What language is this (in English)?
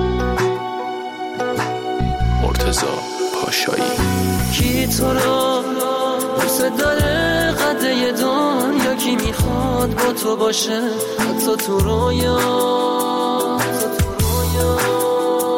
Persian